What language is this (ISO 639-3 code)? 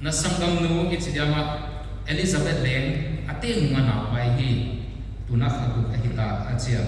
pck